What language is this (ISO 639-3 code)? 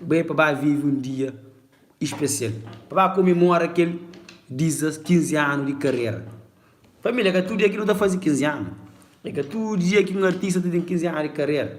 kea